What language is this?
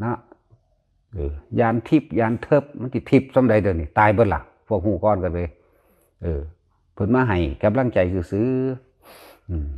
Northeastern Thai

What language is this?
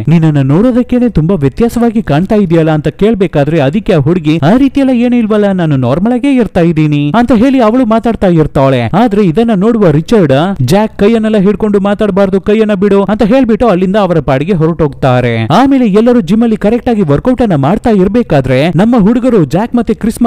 Kannada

